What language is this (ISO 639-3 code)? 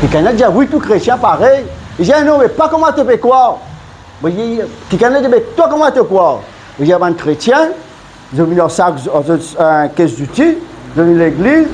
mfe